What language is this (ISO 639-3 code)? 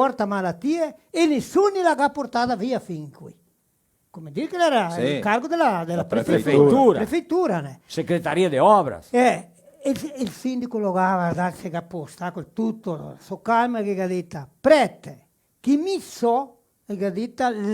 vec